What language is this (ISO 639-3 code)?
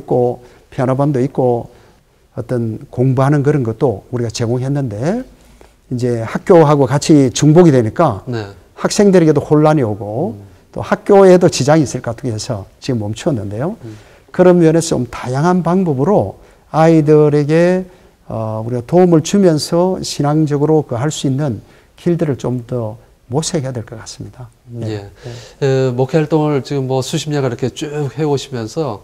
kor